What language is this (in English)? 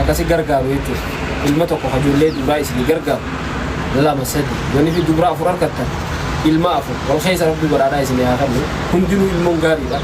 Oromo